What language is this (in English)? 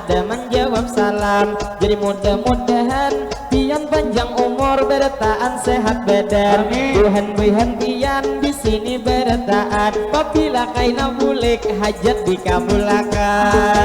Banjar